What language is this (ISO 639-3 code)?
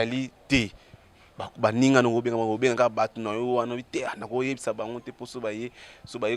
lin